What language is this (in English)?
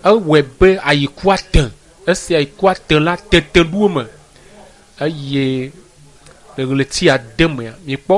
Ewe